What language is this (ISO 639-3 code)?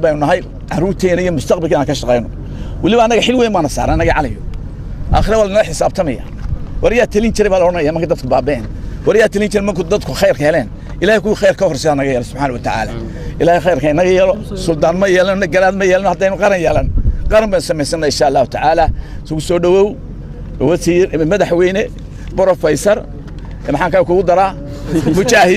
som